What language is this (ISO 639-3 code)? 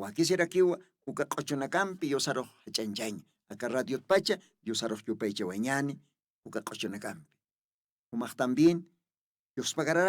aym